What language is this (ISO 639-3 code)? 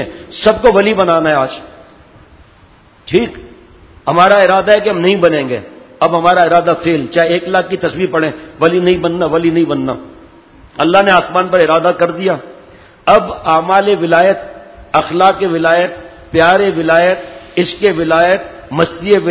urd